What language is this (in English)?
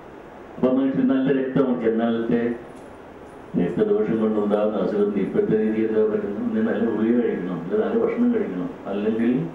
Malayalam